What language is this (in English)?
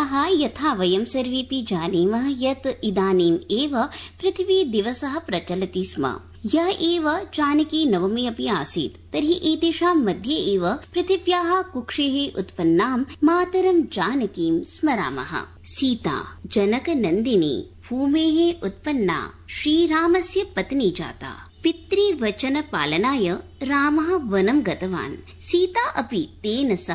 Sanskrit